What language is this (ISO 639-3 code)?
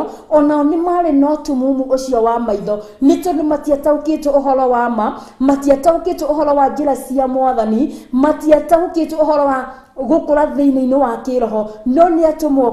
kik